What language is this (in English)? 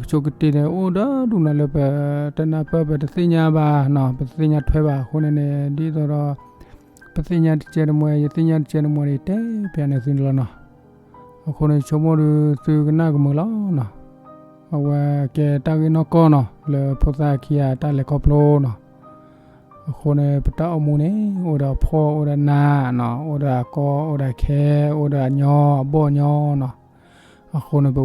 S'gaw Karen